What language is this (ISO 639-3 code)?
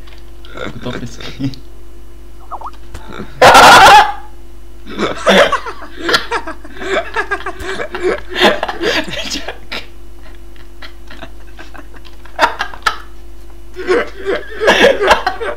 bul